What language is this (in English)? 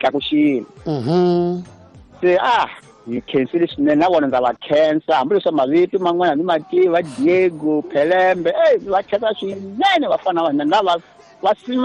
Tsonga